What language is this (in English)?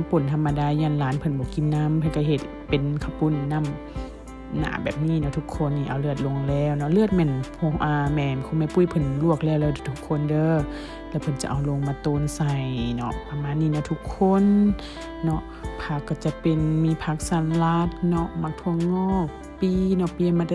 Lao